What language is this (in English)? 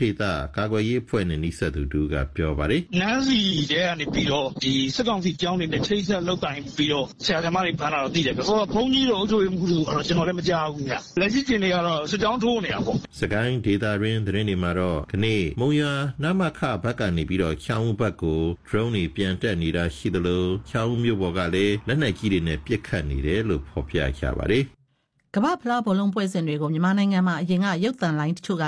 Burmese